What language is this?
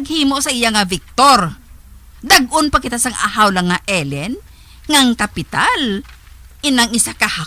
Hiligaynon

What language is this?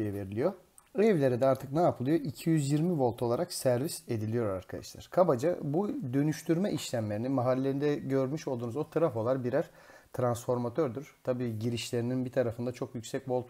Turkish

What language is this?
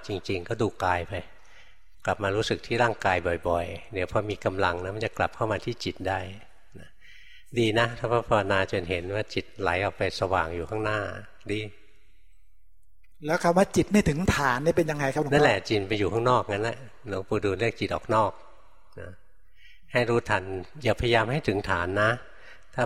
Thai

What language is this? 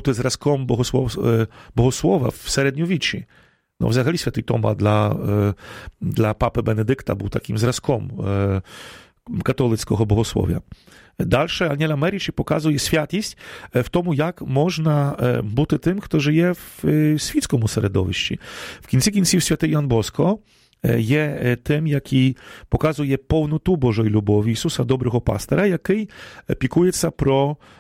Ukrainian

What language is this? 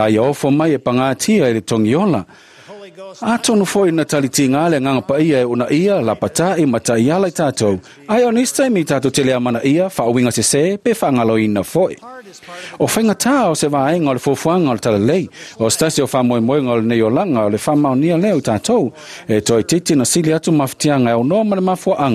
Samoan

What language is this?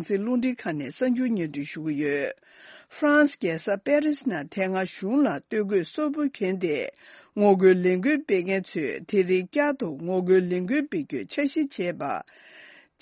Tibetan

